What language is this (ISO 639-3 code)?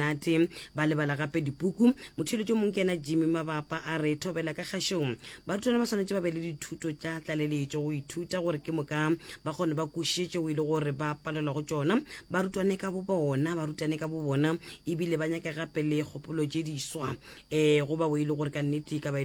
nso